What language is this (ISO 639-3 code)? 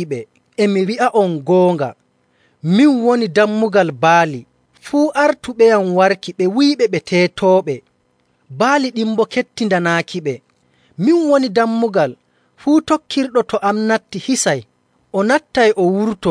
fuv